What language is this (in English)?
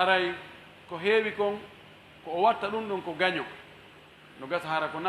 Fula